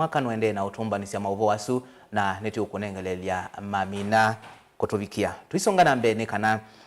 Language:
Kamba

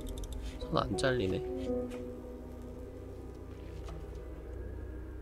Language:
Korean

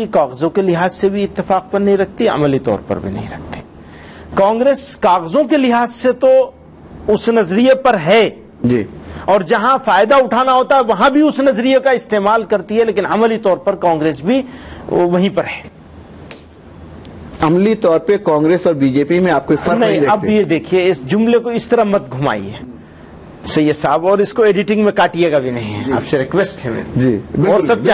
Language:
Urdu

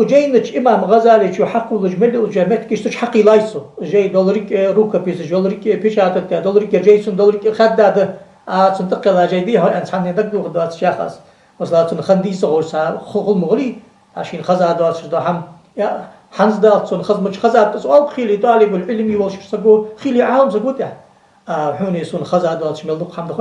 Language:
Ingush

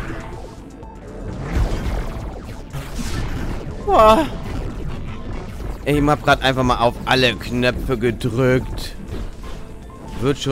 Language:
German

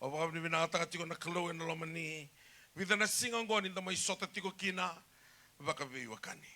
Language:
Fijian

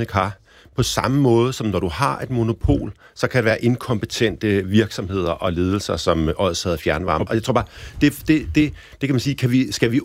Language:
Danish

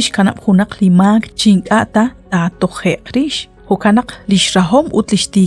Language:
Kekchí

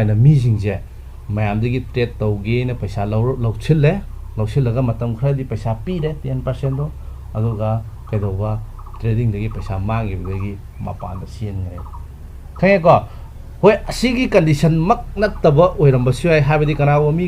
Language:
Manipuri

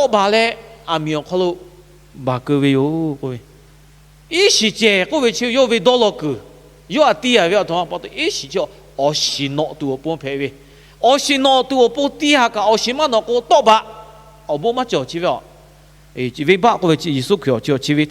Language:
Lahu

